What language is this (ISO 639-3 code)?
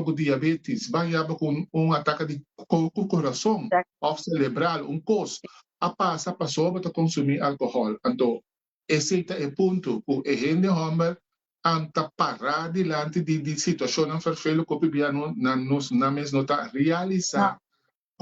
pap